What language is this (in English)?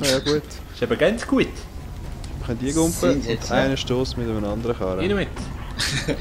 Swiss German